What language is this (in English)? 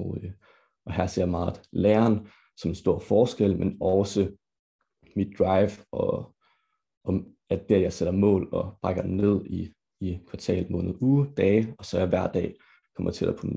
Danish